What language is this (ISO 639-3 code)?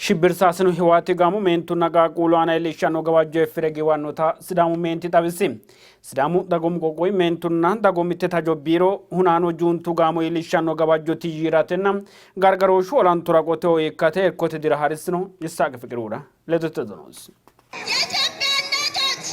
sid